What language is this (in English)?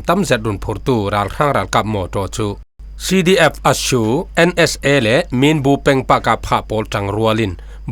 Falam Chin